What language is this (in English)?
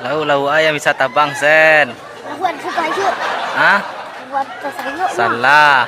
Minangkabau